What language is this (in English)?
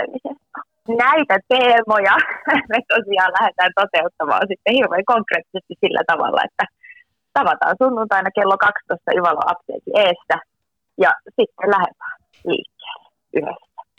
Finnish